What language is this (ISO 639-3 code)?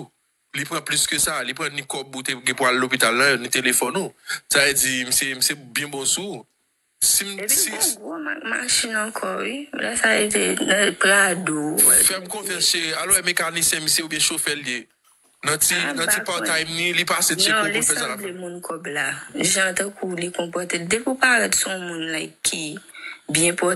hat